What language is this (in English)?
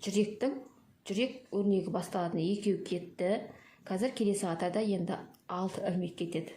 Kazakh